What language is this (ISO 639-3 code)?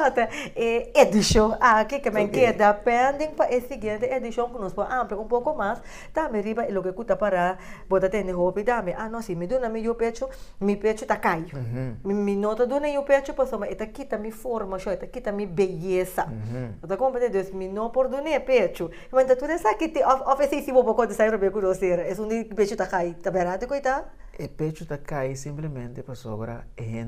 pap